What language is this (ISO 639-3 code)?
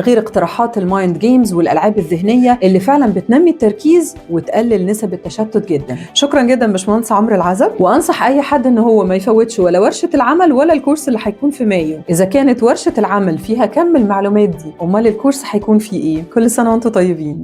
arz